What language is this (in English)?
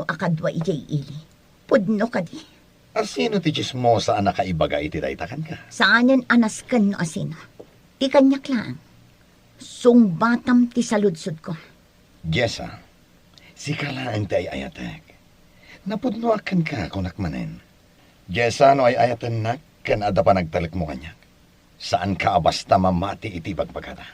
Iloko